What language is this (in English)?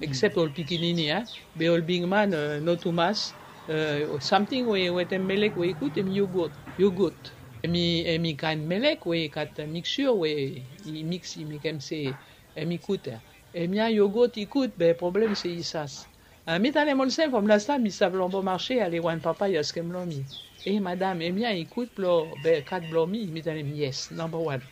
Bislama